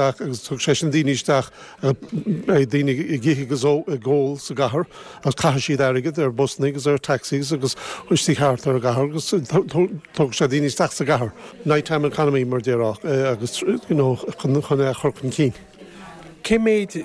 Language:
Irish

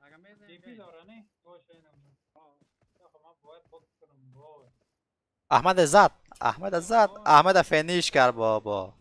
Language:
Persian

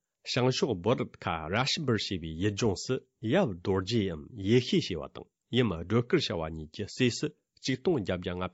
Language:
Tibetan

